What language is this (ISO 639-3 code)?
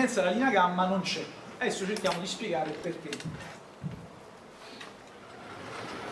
ita